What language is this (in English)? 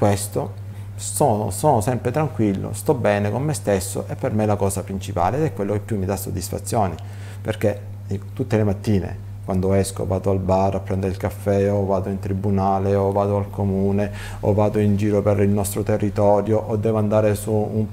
Italian